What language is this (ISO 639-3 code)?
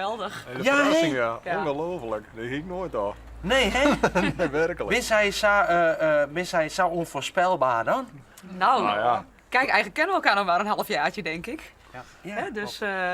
fry